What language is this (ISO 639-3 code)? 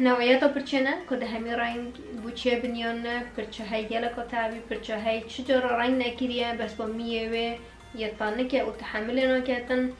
kur